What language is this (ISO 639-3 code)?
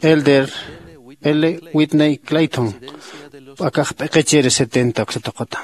aym